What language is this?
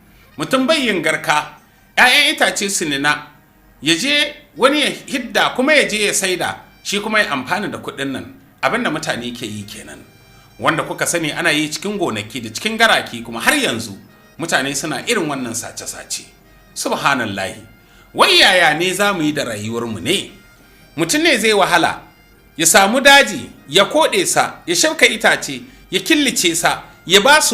Hausa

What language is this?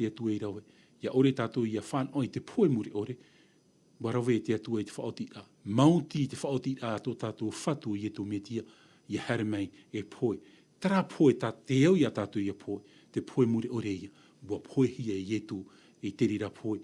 Tahitian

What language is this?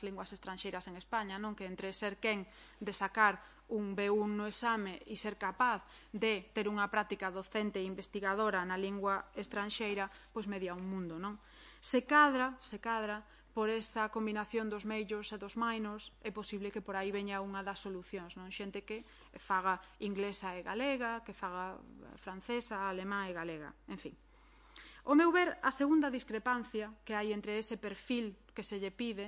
Galician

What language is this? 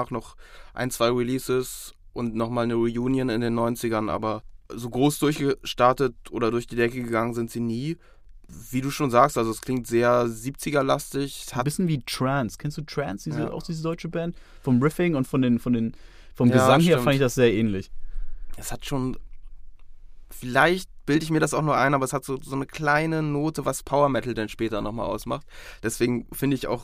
German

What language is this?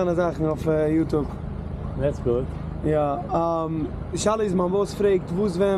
Yiddish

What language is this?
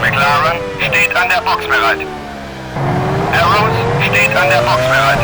Bavarian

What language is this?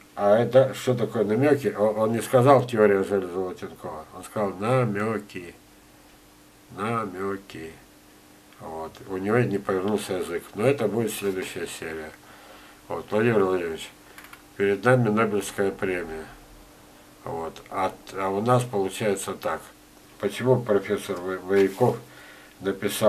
Russian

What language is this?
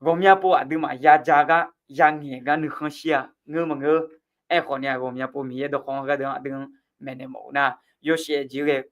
Akha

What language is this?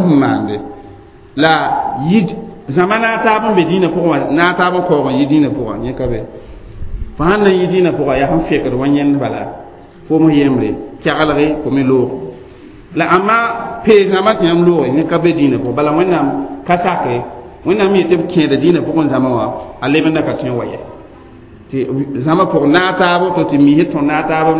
Mossi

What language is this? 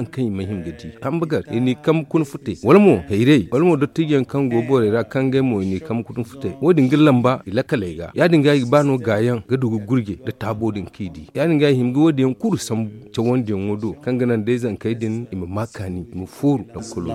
Zarma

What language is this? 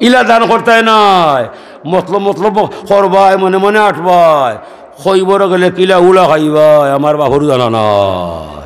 Sylheti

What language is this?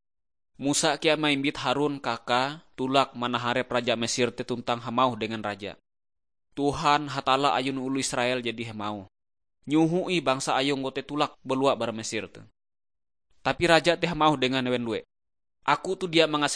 Ngaju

